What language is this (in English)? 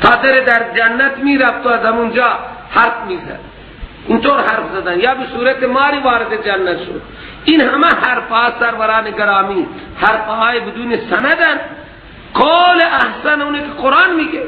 Persian